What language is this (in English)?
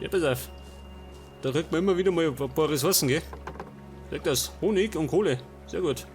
Bavarian